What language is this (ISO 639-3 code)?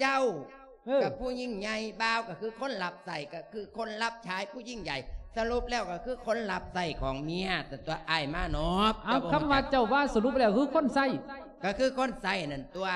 lao